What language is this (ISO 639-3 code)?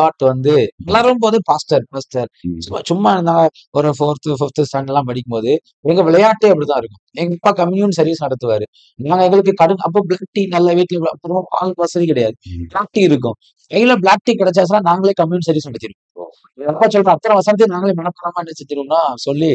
tam